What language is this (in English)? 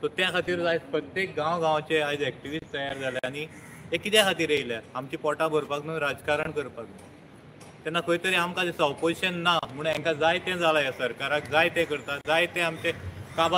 Konkani